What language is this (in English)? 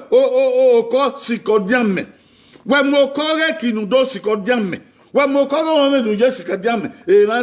Bini